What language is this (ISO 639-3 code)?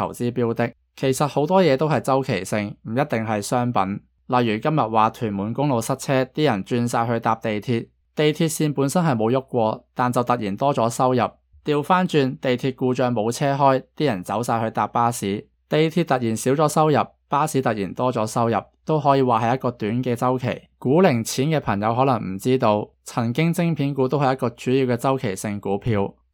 yue